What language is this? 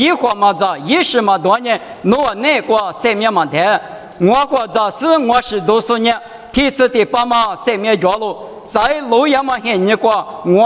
Lisu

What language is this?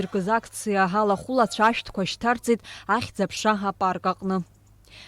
Abkhazian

